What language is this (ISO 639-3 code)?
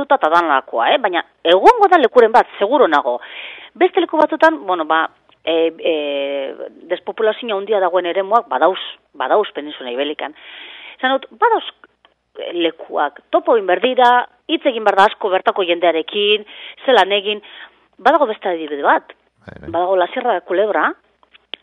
eus